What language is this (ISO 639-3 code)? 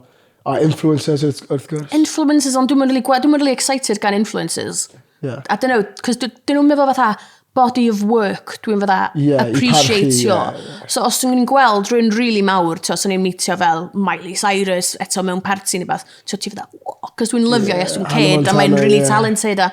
cym